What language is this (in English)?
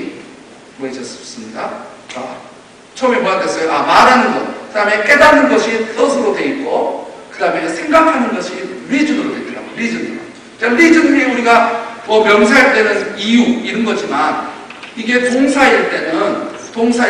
Korean